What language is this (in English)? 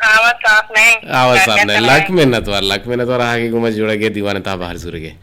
Eastern Balochi